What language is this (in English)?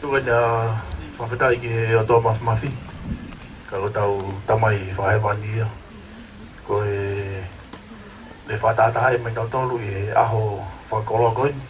Tongan